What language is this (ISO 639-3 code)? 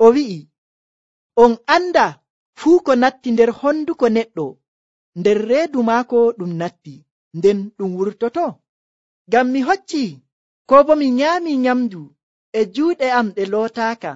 fuv